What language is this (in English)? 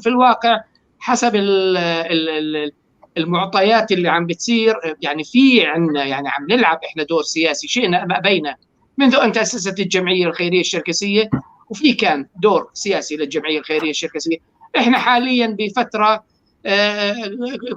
North Levantine Arabic